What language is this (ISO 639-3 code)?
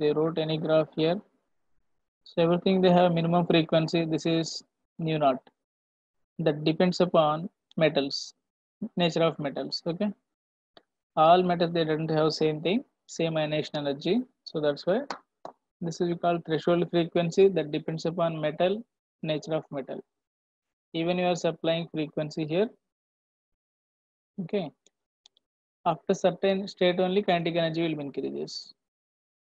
eng